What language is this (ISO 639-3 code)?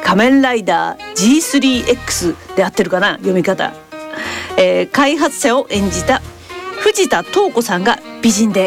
jpn